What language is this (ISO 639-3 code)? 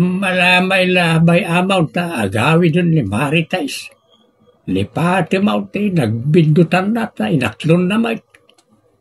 ilo